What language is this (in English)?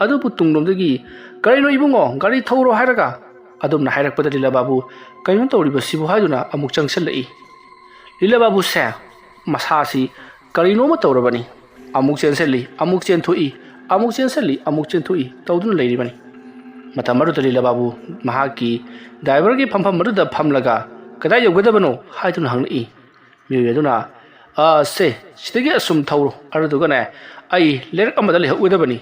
Manipuri